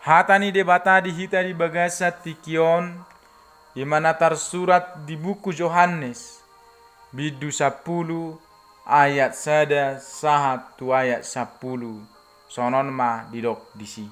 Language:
Batak Toba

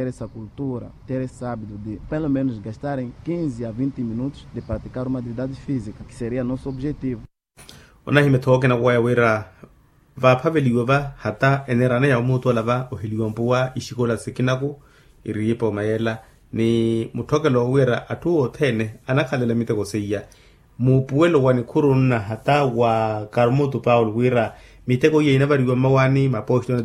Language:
Makhuwa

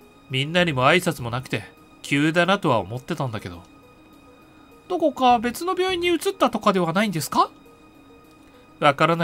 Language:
Japanese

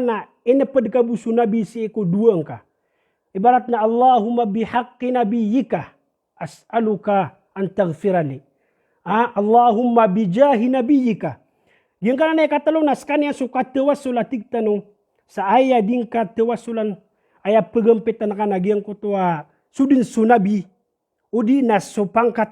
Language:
Maranao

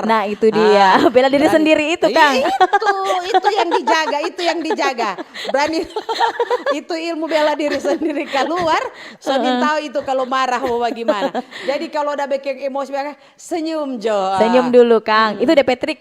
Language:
Manado Malay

